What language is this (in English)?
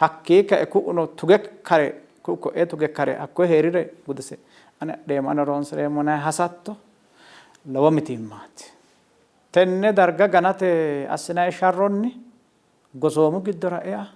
Sidamo